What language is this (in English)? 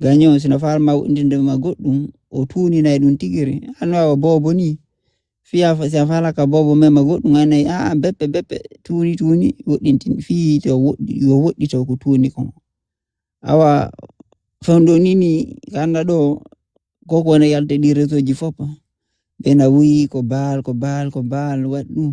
Fula